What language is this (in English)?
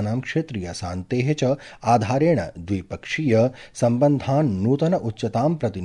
Sanskrit